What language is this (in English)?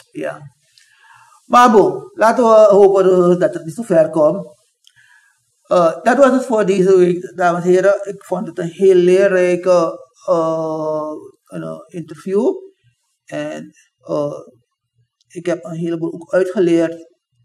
Dutch